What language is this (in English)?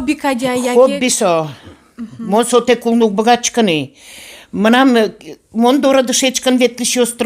Udmurt